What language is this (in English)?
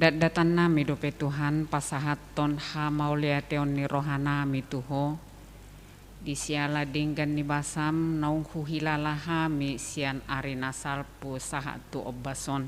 Batak Toba